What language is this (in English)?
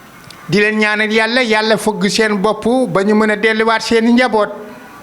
Wolof